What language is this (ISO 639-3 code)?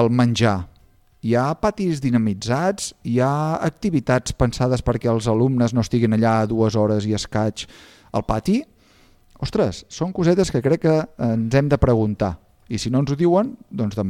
cat